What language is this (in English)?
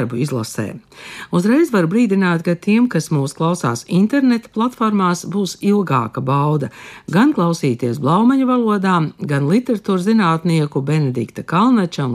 Latvian